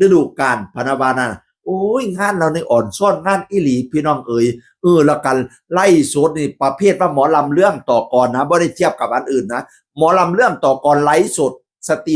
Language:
Northeastern Thai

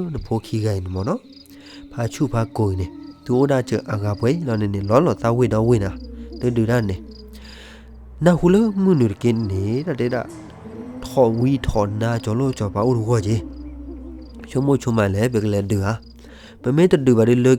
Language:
S'gaw Karen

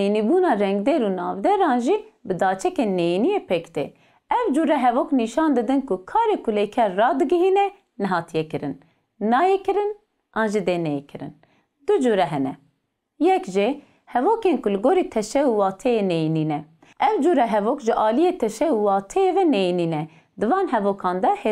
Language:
Kurdish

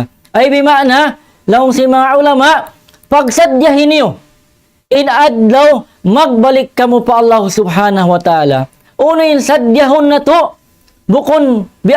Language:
Tausug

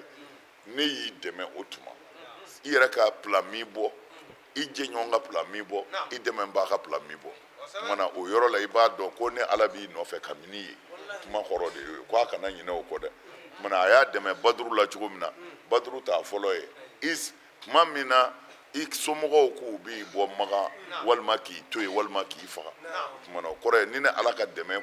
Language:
Bambara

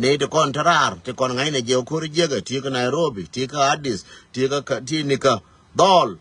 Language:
Nuer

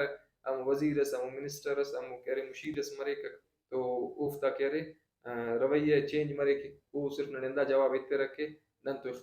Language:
Brahui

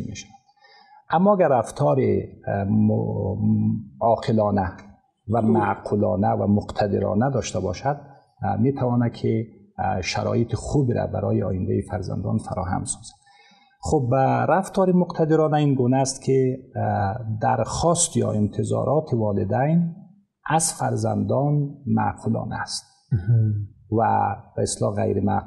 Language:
Persian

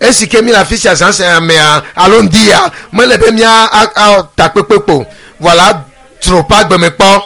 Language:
Ewe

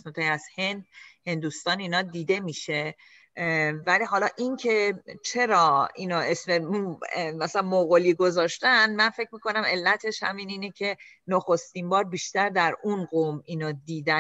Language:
Persian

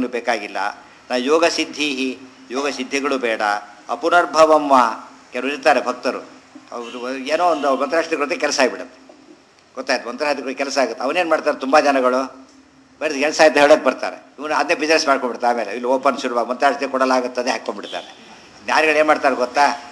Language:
Kannada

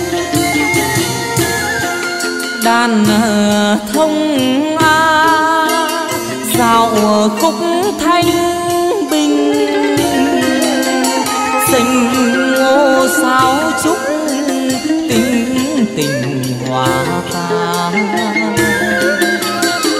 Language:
Vietnamese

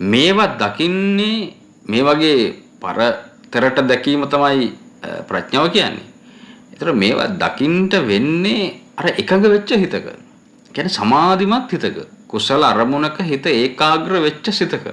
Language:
Sinhala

